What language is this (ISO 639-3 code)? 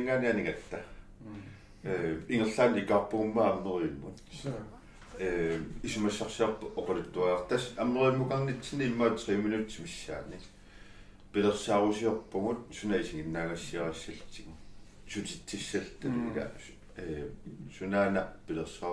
kal